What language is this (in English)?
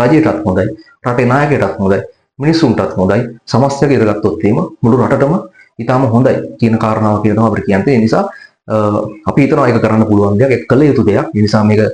Sinhala